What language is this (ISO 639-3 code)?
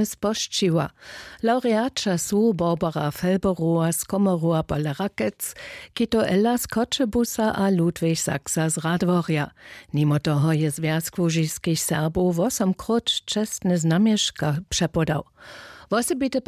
hsb